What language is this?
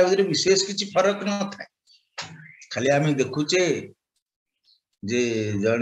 Odia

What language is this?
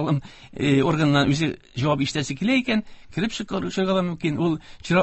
Tatar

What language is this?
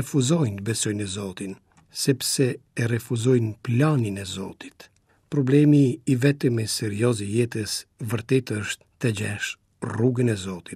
Albanian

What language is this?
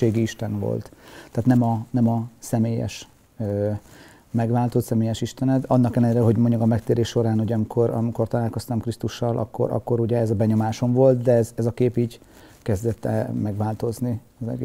Hungarian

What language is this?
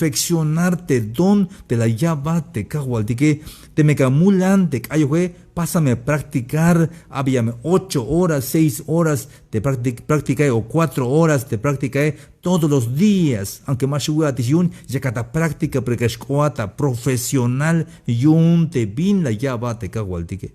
Tzeltal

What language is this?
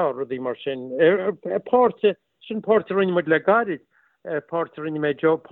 Irish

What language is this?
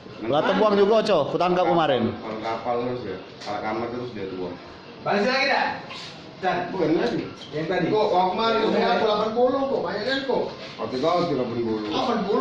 Musi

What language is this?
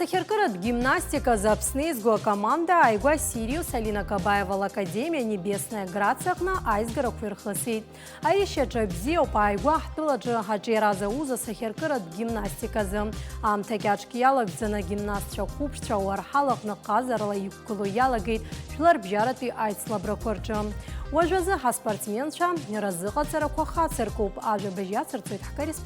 Abkhazian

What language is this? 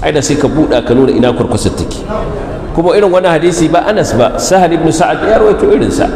Hausa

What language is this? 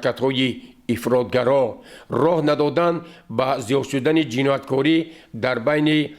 Tajik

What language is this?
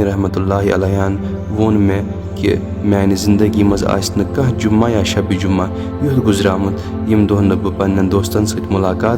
Kashmiri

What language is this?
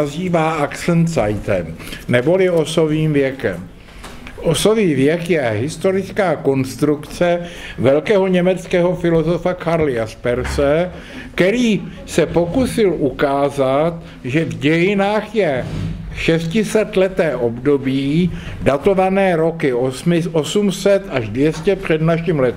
Czech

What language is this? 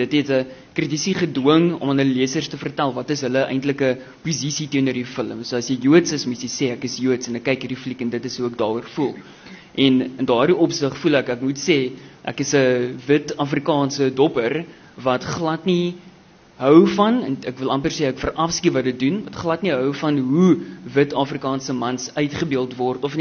Afrikaans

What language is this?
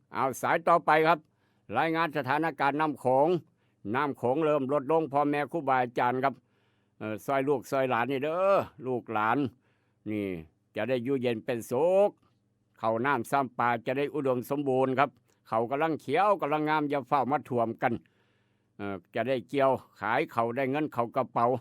Northeastern Thai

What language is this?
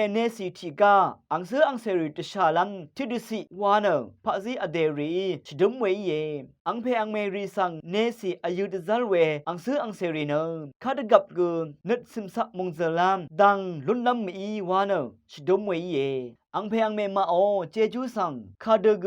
Rawang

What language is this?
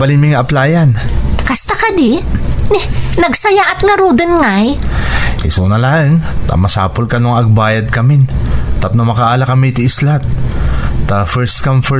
Iloko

